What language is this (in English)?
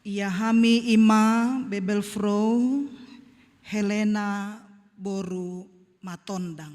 Batak Toba